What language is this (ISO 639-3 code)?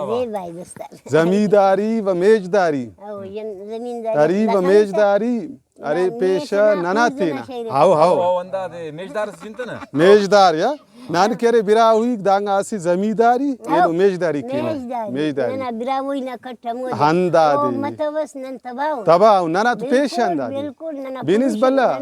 brh